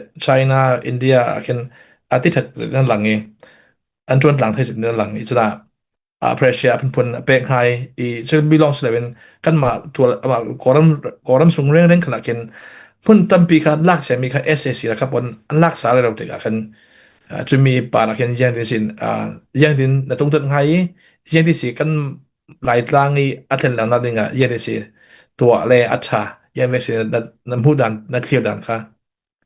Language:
Falam Chin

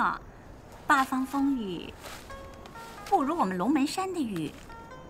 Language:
Chinese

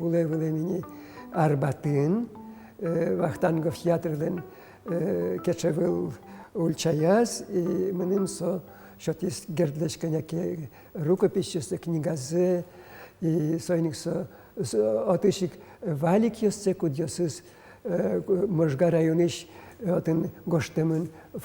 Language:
Udmurt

